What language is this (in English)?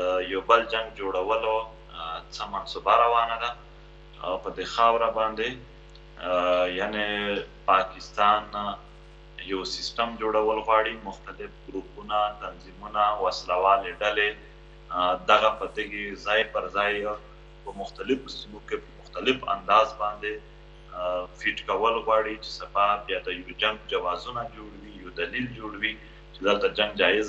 Pashto